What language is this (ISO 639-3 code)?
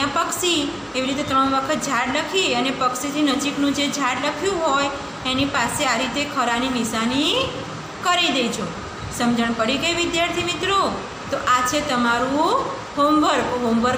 guj